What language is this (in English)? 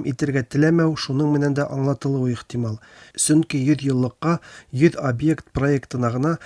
Tatar